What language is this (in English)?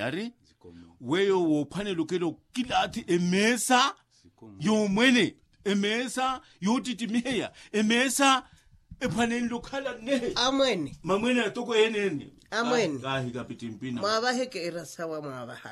Makhuwa